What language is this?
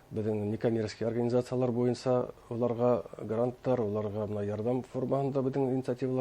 Bashkir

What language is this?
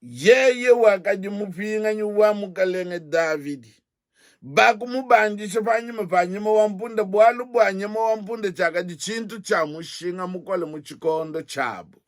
Luba-Lulua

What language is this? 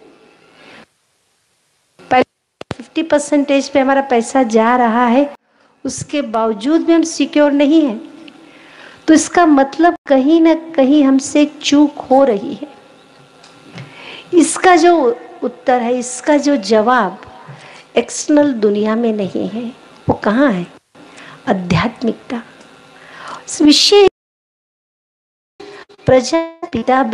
Hindi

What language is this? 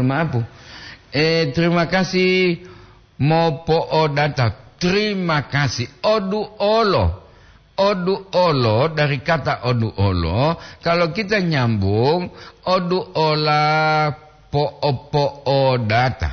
Gorontalo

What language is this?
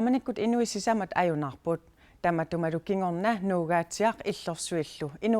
Kalaallisut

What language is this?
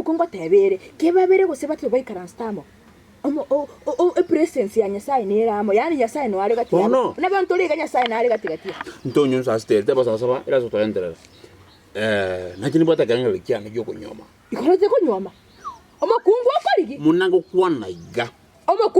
Gusii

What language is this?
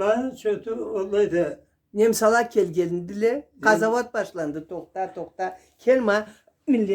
Karachay-Balkar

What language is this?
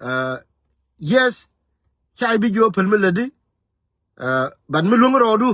Nuer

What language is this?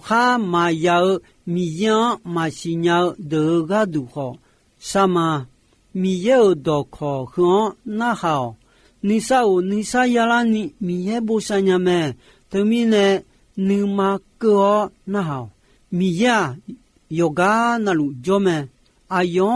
Akha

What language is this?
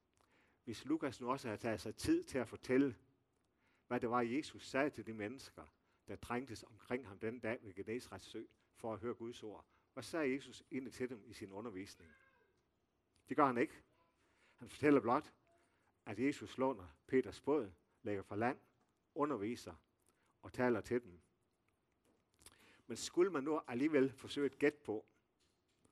Danish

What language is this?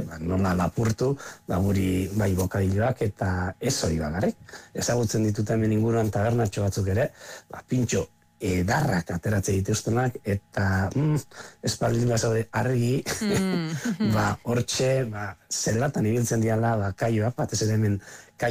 Basque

